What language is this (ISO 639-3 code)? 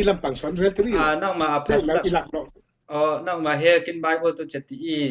cfm